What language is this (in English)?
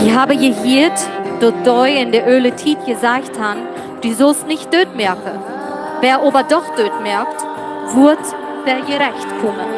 Plautdietsch